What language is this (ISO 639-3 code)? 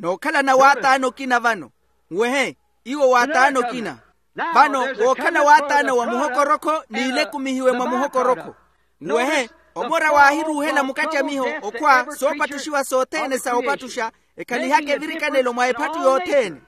vmw